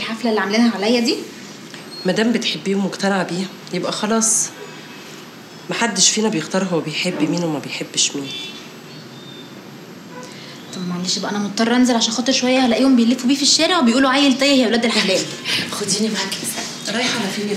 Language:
Egyptian Arabic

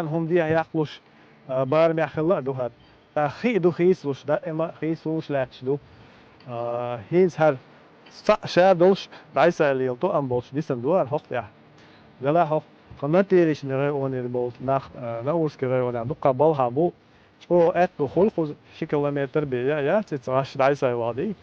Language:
Chechen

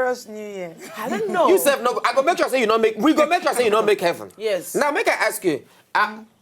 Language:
Nigerian Pidgin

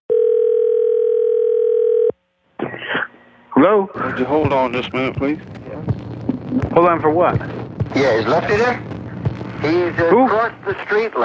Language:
English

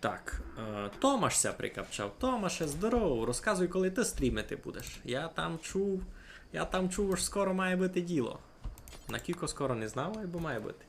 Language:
Rusyn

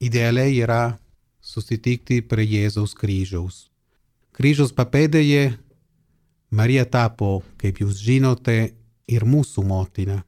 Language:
Lithuanian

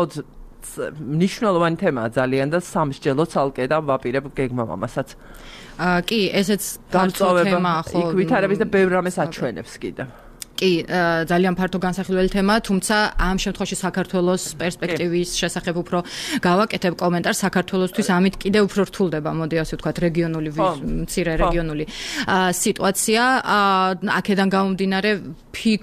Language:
Georgian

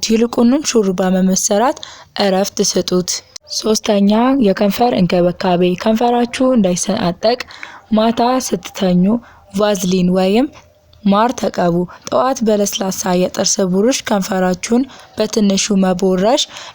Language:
Amharic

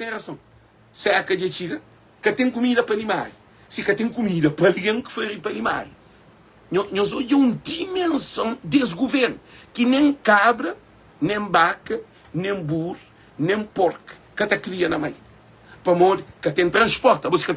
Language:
Kabuverdianu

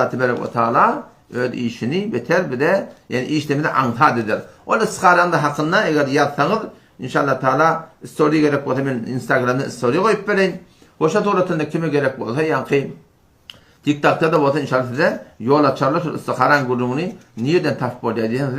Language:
Turkmen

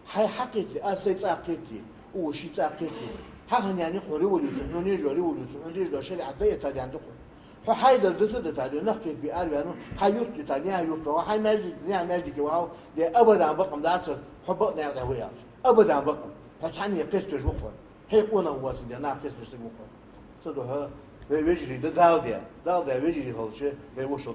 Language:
Ingush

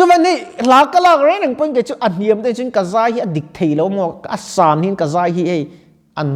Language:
Mizo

